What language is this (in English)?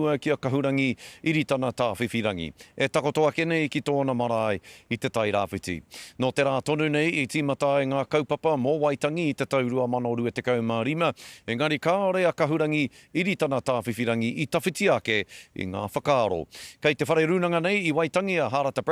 Māori